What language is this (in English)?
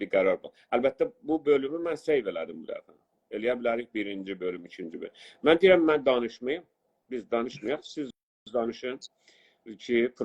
South Azerbaijani